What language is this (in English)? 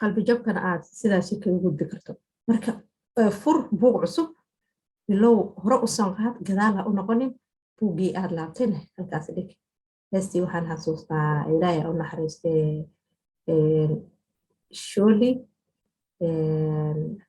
Somali